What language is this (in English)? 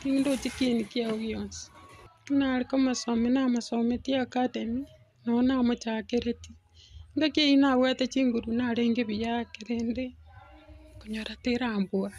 Gusii